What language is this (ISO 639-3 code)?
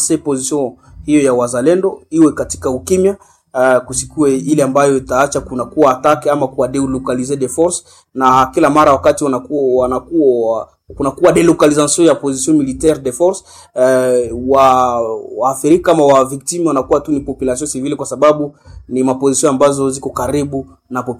swa